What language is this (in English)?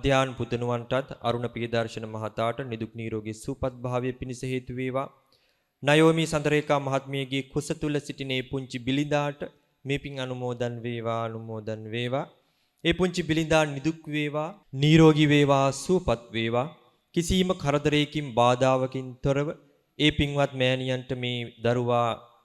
Sinhala